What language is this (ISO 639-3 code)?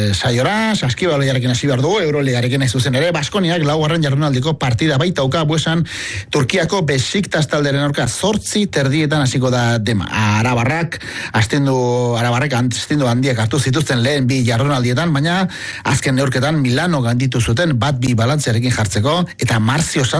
eus